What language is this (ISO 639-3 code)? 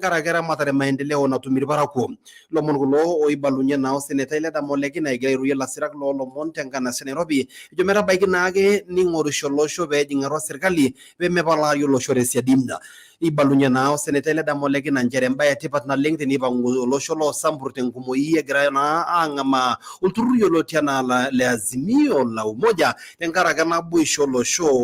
mas